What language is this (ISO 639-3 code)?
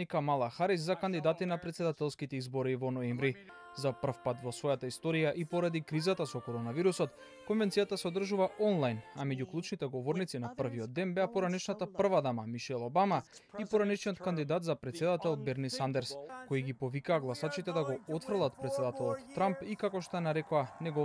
mkd